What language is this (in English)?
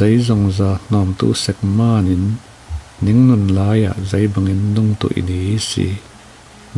Falam Chin